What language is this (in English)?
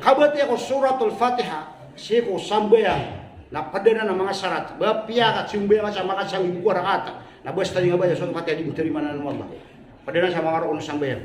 Maranao